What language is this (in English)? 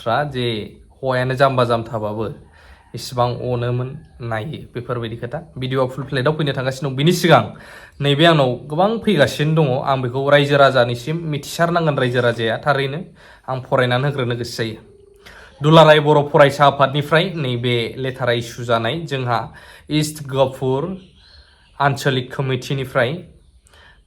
Bodo